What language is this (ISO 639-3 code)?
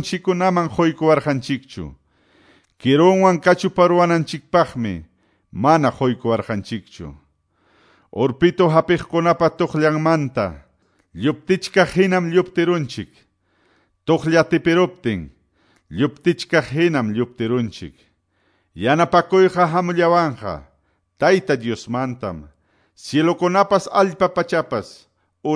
que